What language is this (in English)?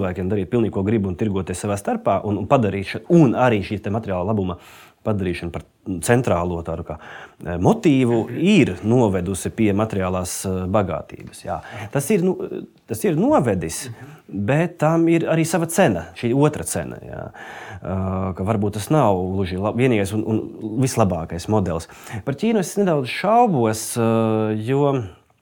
Latvian